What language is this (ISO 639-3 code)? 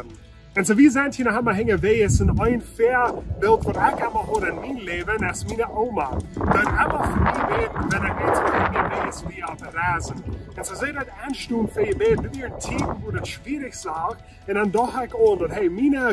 pdt